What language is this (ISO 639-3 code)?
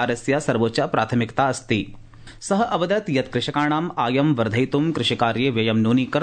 san